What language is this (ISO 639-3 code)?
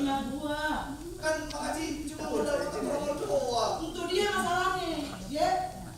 bew